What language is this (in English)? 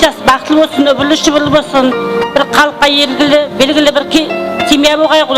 Kara-Kalpak